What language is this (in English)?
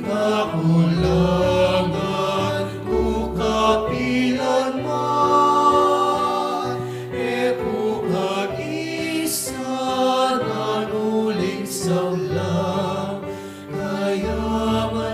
Pampanga